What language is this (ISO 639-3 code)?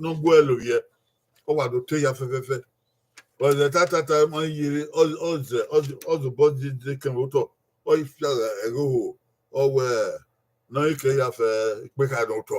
bin